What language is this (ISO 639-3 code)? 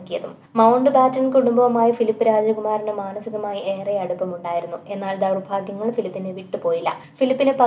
mal